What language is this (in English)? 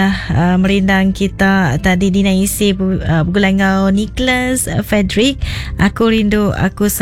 Iban